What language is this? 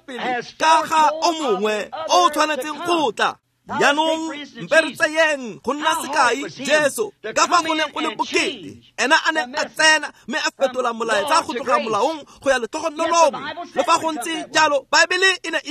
Tswana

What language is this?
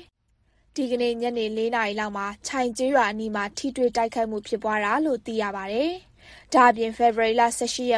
Burmese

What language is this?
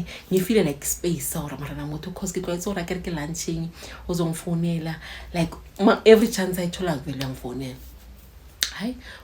Zulu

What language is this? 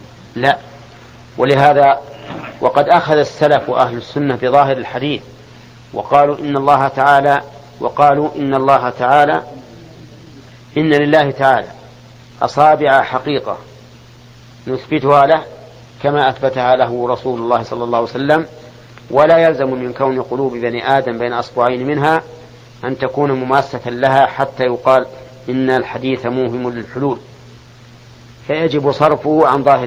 Arabic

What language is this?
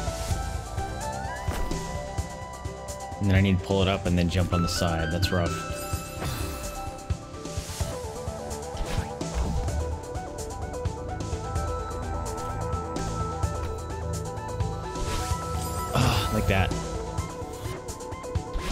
English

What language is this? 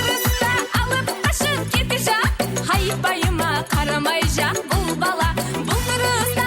Kara-Kalpak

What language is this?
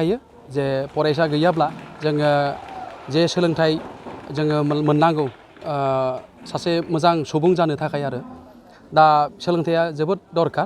Bodo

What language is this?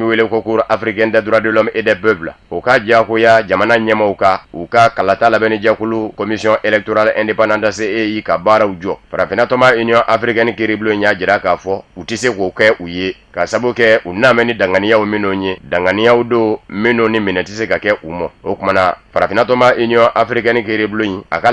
Bambara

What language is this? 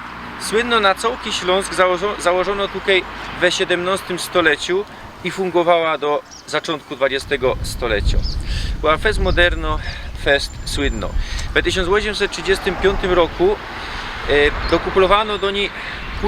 Silesian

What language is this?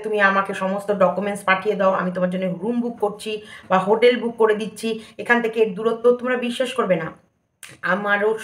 Bangla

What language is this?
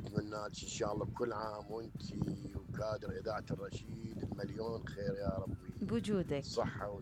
Mesopotamian Arabic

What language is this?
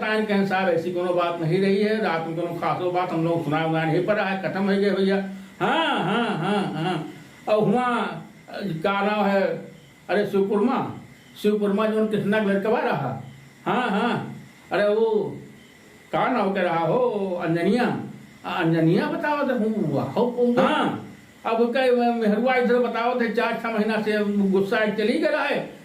Awadhi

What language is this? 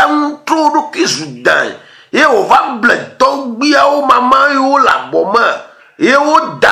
Ewe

